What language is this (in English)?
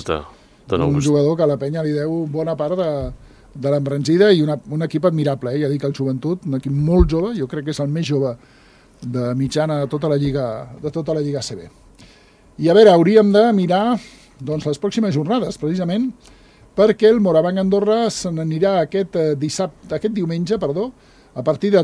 Catalan